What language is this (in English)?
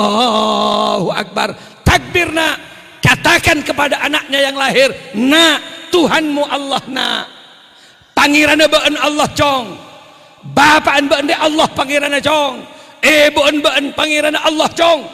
Madurese